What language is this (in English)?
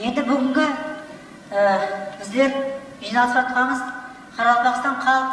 Kara-Kalpak